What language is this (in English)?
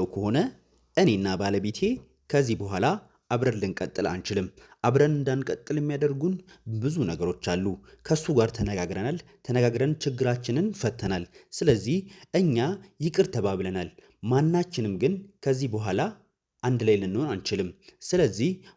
Amharic